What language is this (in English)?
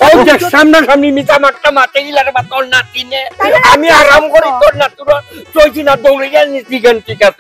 Sylheti